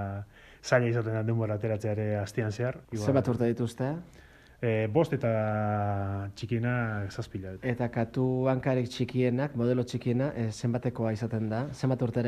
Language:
Basque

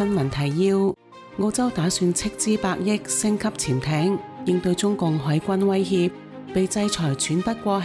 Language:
Cantonese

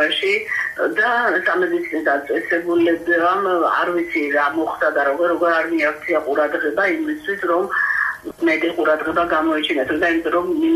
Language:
Georgian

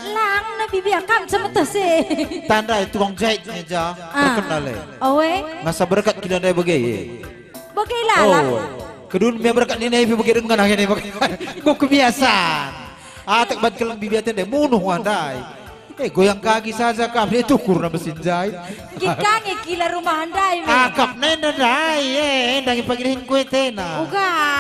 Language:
Batak Karo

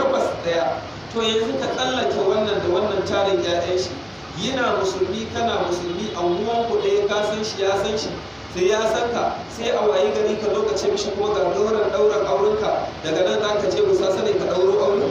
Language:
Hausa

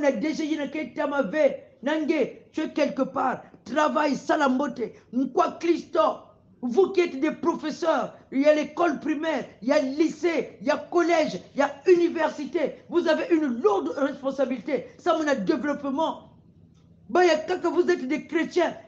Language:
Kongo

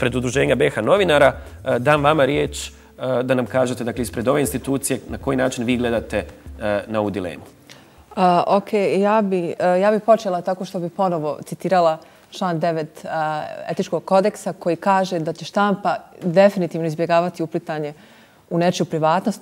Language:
Bosnian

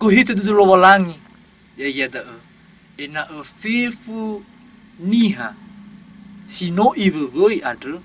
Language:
Nias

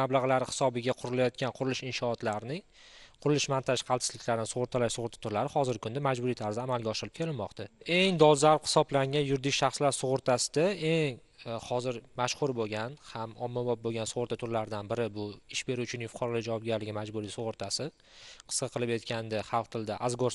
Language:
Uzbek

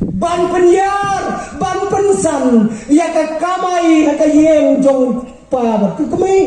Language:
Khasi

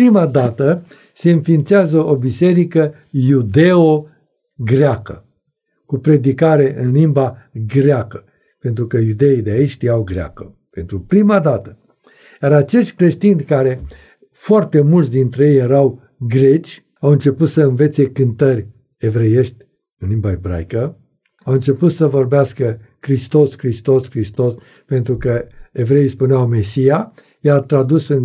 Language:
Romanian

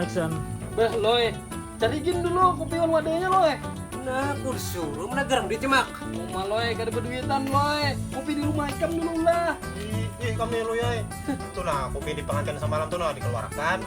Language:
Banjar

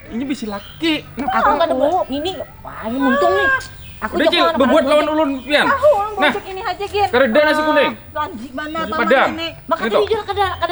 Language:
Banjar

